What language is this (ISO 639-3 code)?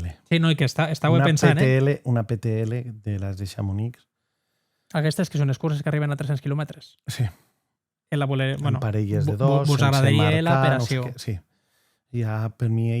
oci